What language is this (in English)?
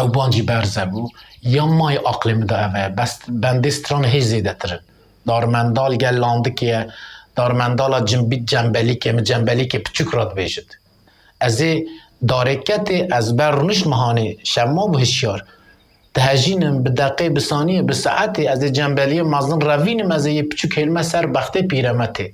Kurdish